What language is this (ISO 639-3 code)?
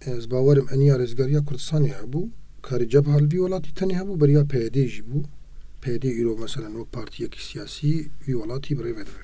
kur